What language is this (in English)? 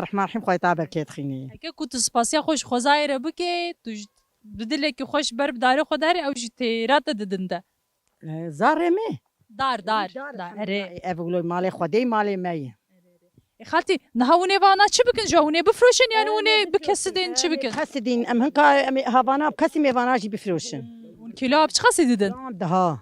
Kurdish